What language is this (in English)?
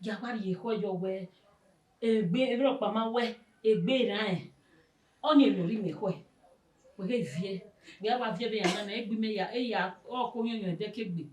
Bini